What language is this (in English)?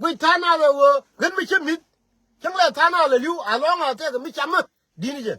Nuer